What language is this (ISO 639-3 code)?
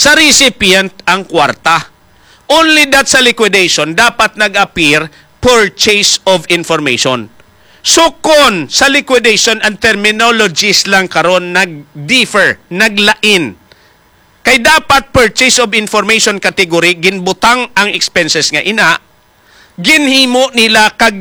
hil